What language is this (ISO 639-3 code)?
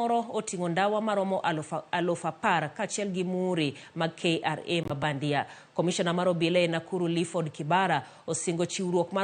luo